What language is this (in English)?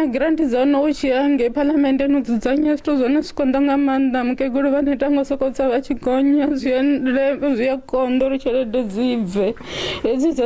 Venda